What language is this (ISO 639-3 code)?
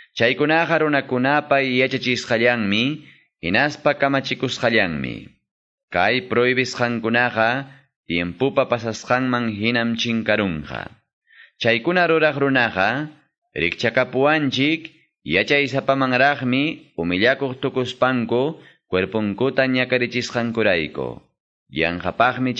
que